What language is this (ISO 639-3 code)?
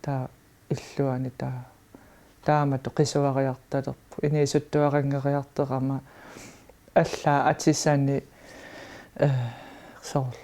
kal